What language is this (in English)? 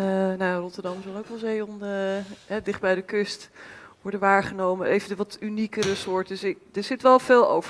Dutch